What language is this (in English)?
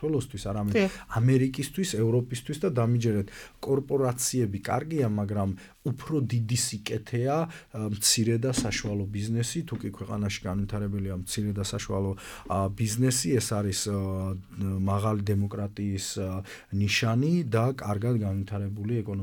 Georgian